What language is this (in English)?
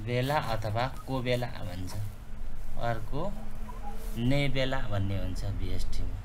Nepali